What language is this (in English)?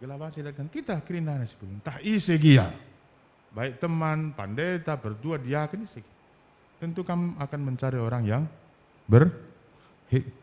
Batak Karo